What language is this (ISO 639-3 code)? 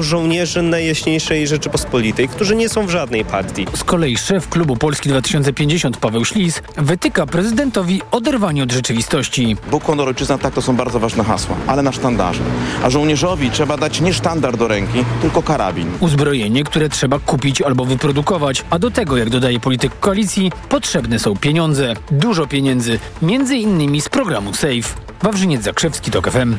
pol